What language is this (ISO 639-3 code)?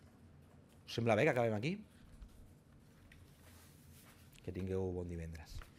cat